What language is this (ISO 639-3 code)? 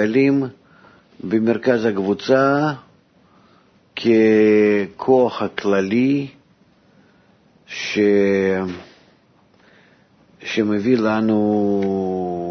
heb